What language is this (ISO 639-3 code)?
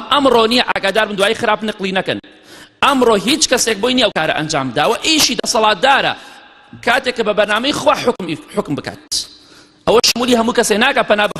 ckb